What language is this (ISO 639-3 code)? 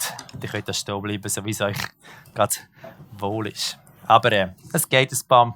gsw